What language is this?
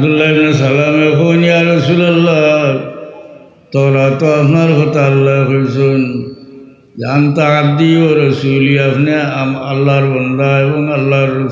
Sylheti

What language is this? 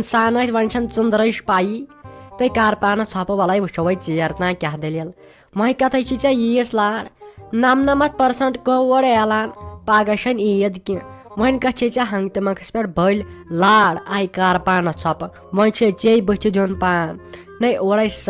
Kashmiri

